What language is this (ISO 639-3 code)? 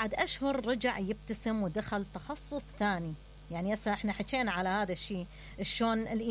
acm